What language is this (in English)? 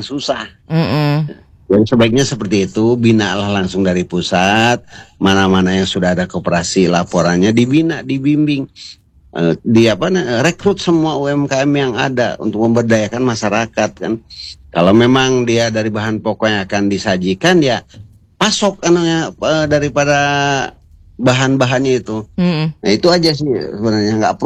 Indonesian